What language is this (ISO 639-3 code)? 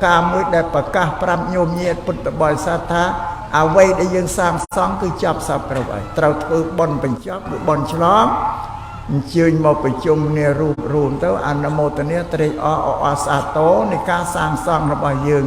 khm